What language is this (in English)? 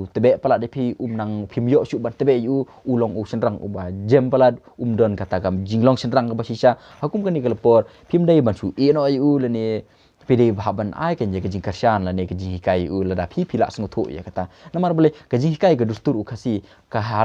Khasi